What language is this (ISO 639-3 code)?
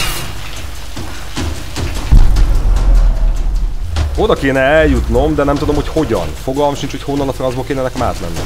hun